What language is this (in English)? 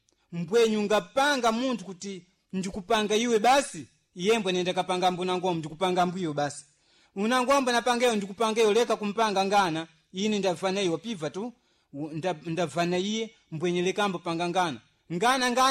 Sena